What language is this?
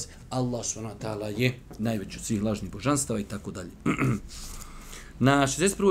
Bosnian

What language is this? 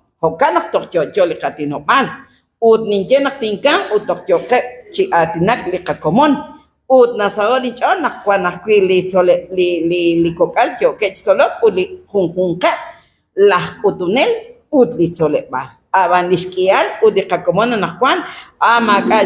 Kekchí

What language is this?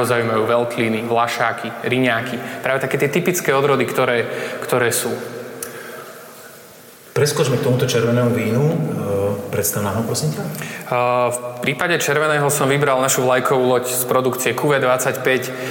Slovak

